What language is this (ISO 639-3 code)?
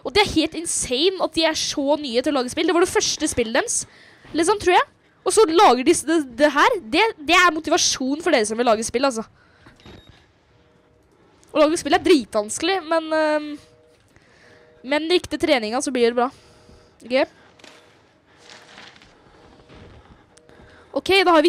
nor